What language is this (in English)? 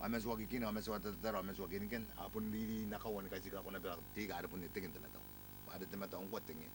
Gilbertese